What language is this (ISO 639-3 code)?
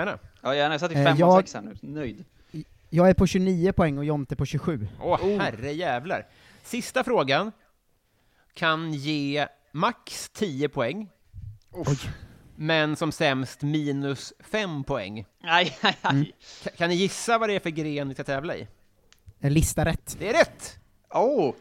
swe